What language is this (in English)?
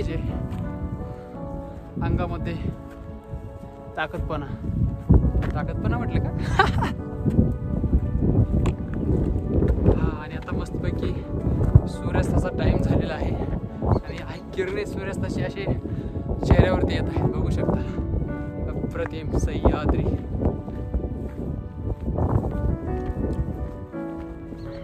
Marathi